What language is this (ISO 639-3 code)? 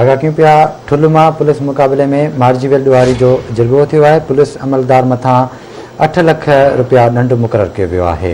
snd